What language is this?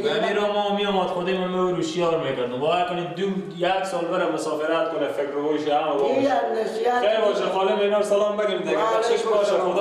Persian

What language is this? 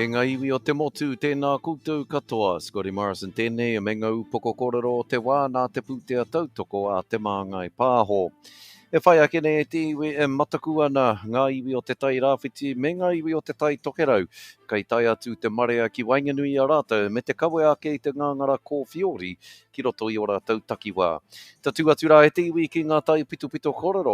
Māori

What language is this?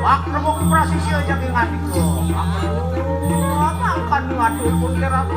Balinese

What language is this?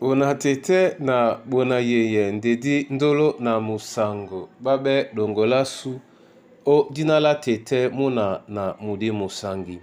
Duala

